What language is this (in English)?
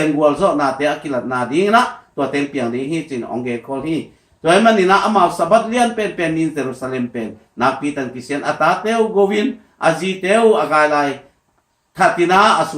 Tedim Chin